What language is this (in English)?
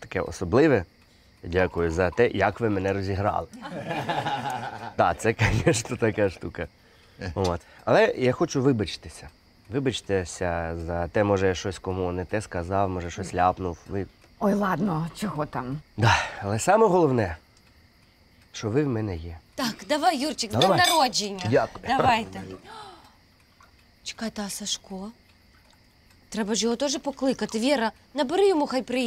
Ukrainian